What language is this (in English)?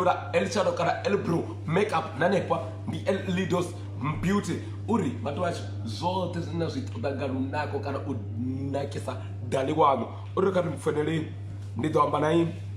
Venda